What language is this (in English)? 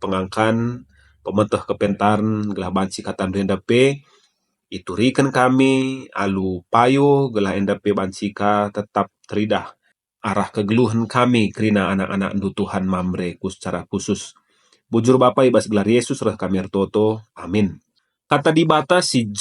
Batak Karo